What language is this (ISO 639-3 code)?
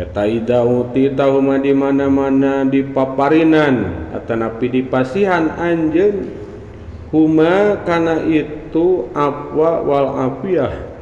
sun